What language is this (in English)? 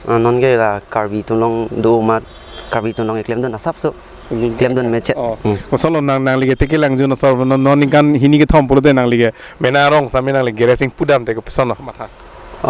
Karbi